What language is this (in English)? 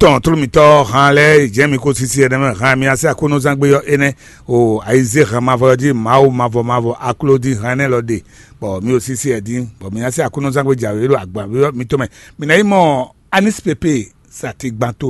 Fon